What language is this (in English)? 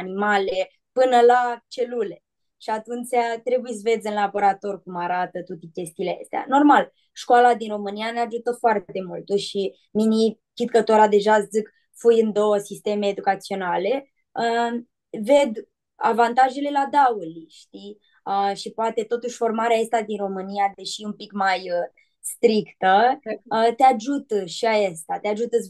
Aromanian